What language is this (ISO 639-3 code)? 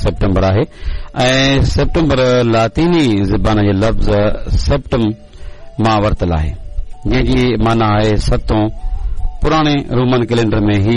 snd